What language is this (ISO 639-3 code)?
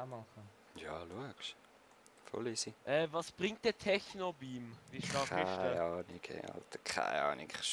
gsw